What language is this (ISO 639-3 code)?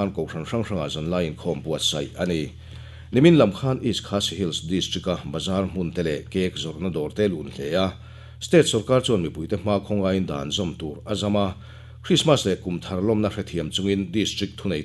lus